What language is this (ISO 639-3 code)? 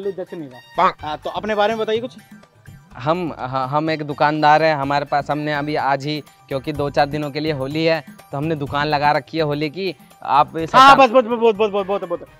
hin